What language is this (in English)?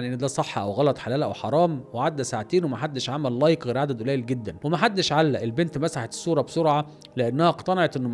Egyptian Arabic